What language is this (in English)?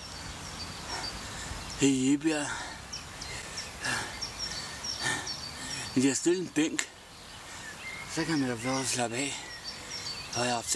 Danish